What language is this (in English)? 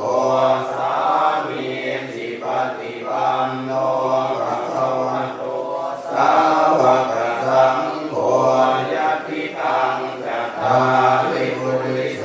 Pali